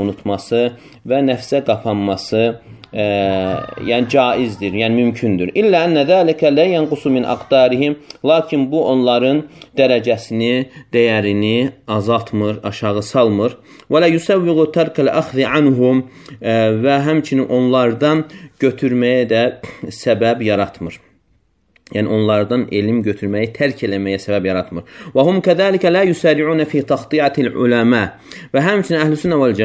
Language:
Azerbaijani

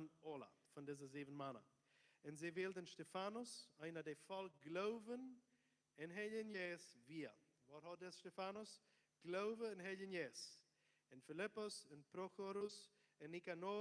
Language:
Plautdietsch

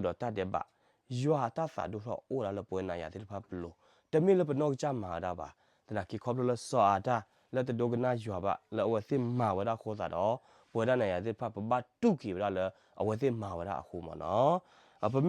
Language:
S'gaw Karen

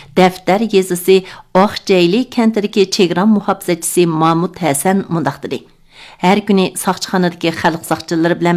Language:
Uyghur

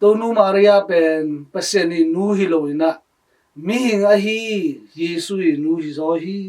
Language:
Tedim Chin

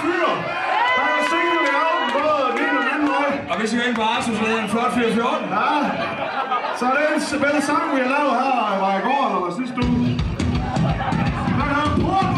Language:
Danish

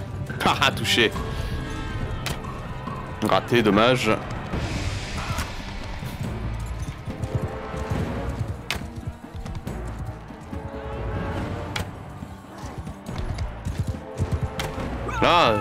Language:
French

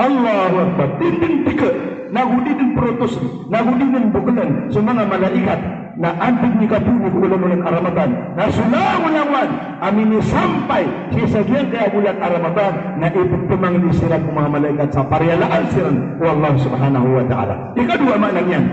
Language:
Maranao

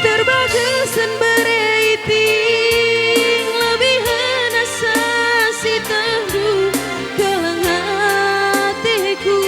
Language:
Batak Karo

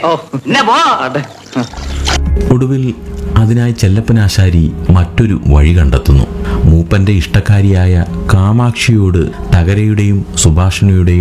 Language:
Malayalam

